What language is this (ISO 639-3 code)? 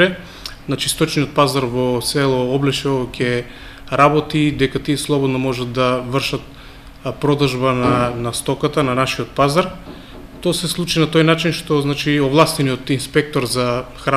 mkd